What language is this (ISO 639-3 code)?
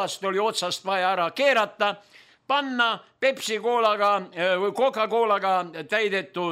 est